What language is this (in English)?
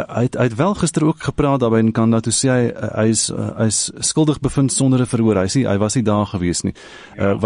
Afrikaans